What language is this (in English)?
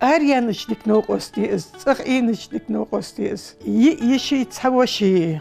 Ingush